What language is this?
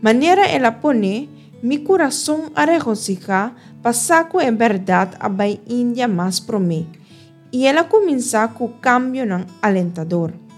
Papiamento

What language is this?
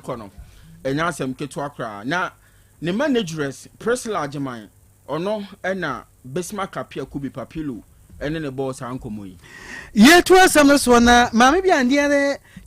Akan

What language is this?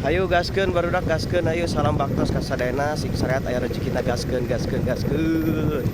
Sundanese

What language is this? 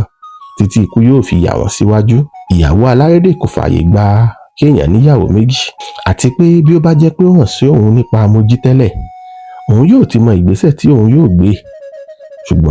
Yoruba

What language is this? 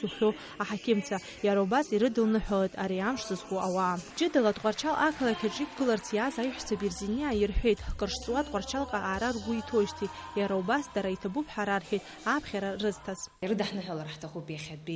Abkhazian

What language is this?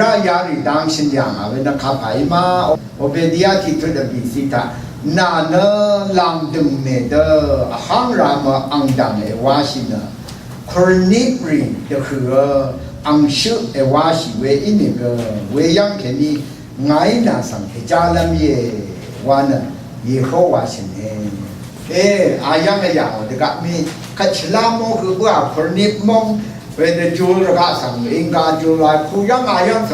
Rawang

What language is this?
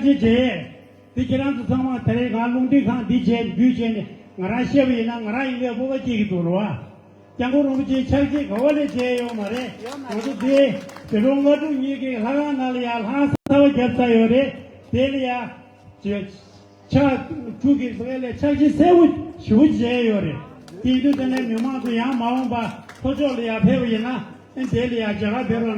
Tibetan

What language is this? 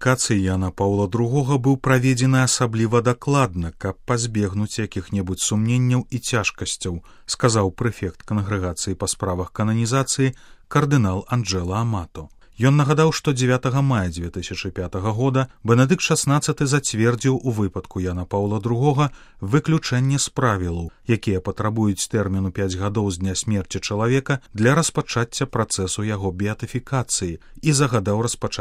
Belarusian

